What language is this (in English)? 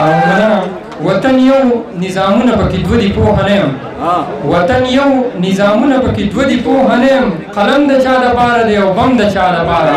Pashto